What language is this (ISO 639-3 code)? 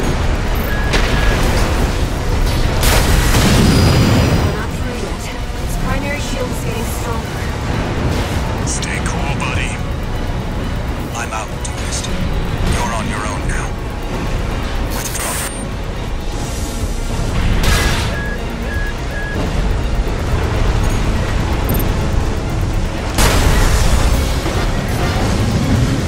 eng